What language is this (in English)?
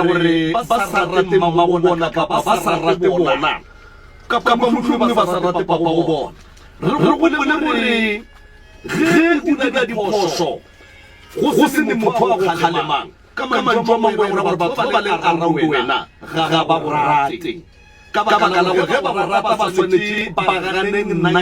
Northern Sotho